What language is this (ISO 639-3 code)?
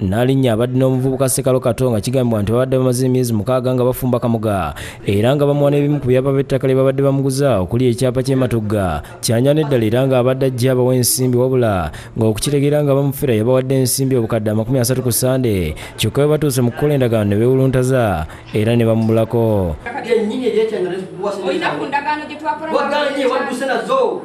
lug